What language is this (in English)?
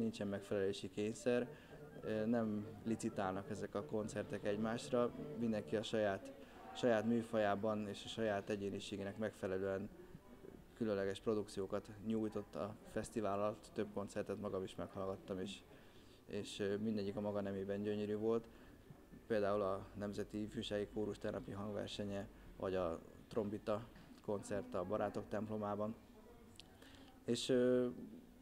Hungarian